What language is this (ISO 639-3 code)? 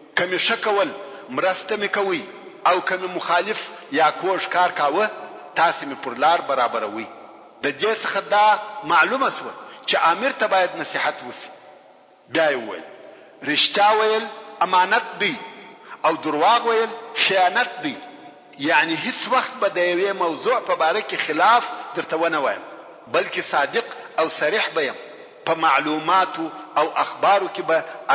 pus